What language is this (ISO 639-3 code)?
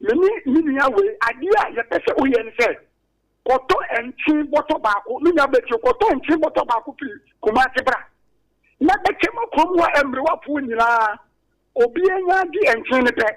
aka